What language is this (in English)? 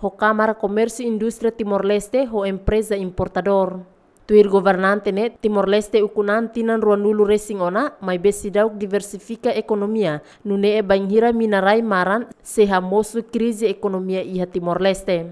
Tetum